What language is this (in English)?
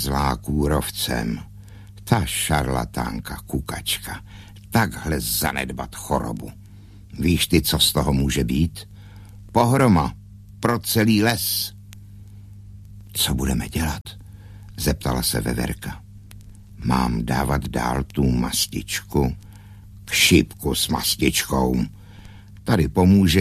Czech